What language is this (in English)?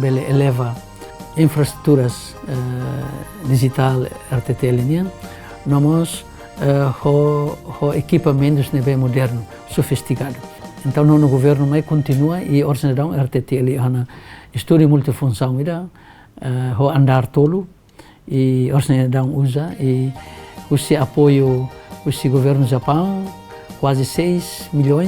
Tetum